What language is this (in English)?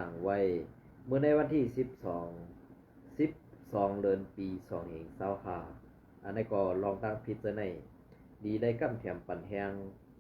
Shan